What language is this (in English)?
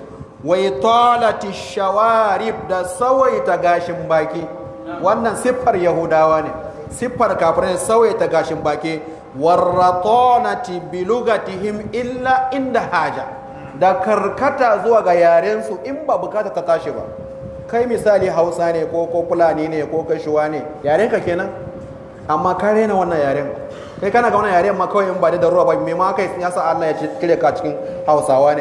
Hausa